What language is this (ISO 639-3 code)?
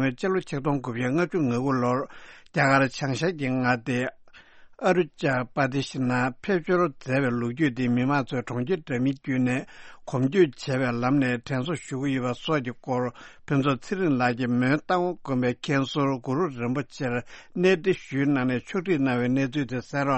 bod